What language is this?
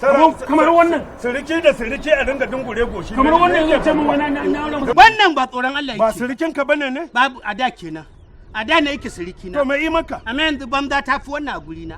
Hausa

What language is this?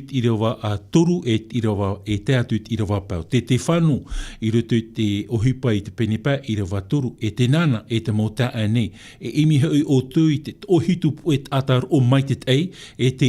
Tahitian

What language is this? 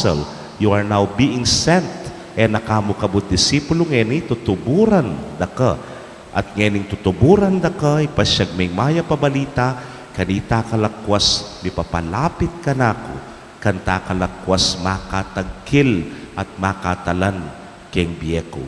Pampanga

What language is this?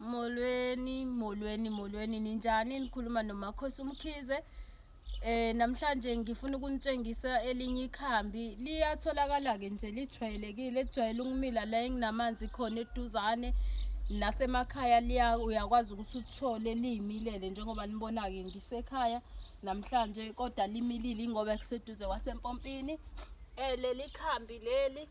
Zulu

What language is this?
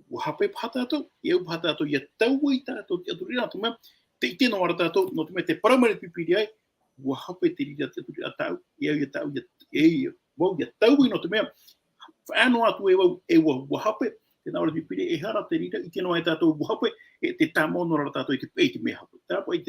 Tahitian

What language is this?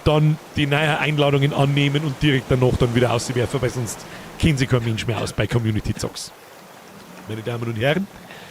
Bavarian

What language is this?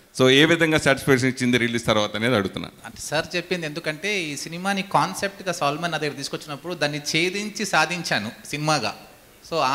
Telugu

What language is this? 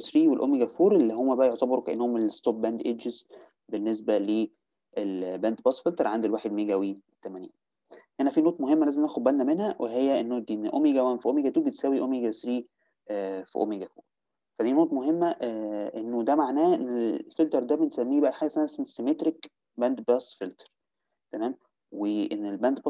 Egyptian Arabic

